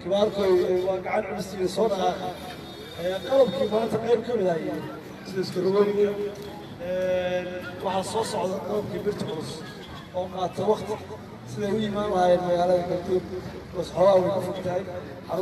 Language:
Somali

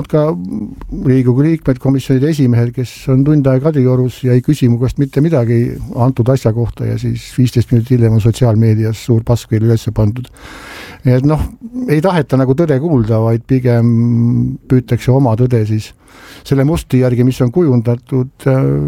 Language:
Estonian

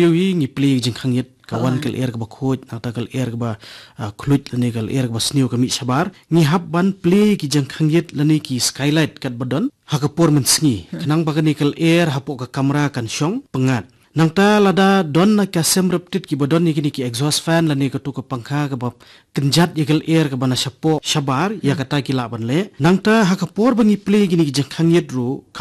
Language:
Khasi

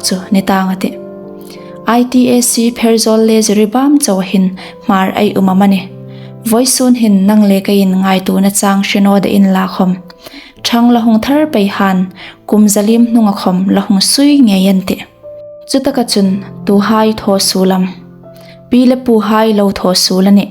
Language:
Hmar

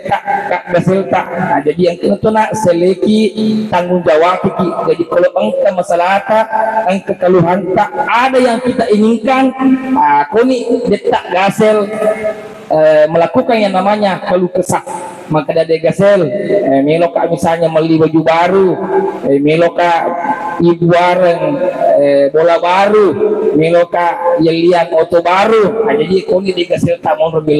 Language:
Buginese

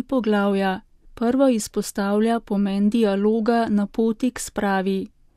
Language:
Slovenian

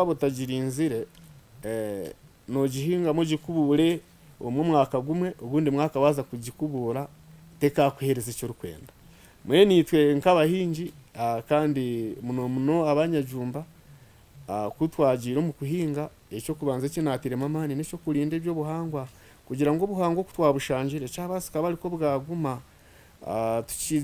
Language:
Nyankole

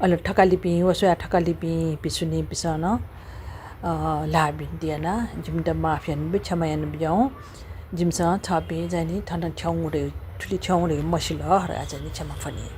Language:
Newari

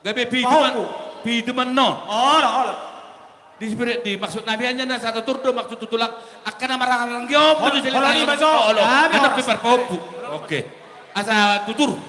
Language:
Batak Toba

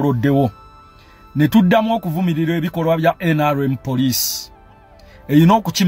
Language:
Ganda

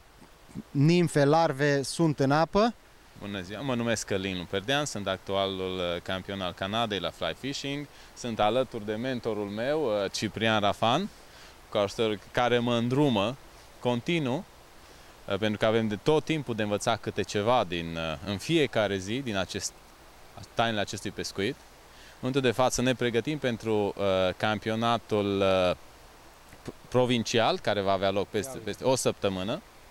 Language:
Romanian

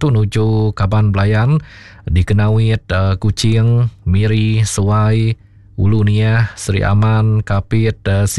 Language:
Iban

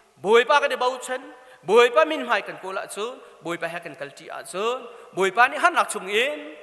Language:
Hakha Chin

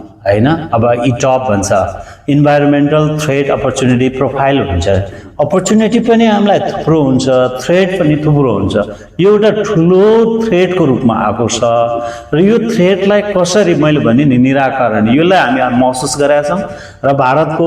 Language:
Nepali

